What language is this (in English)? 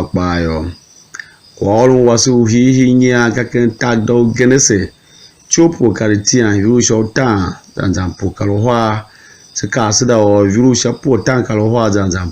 Tiv